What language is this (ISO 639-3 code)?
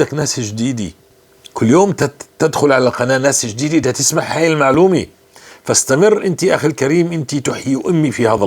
apc